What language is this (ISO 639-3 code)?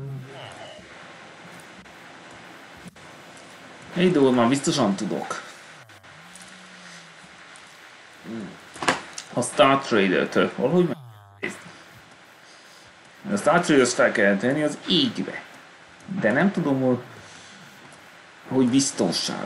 hun